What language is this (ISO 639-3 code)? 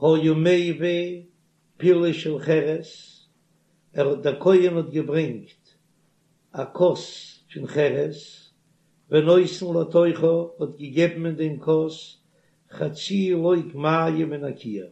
yid